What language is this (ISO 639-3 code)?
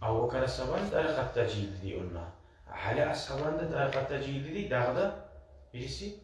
kum